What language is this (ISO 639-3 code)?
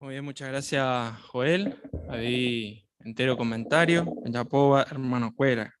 grn